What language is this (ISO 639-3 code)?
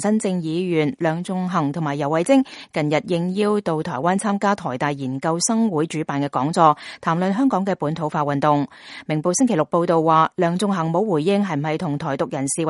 yue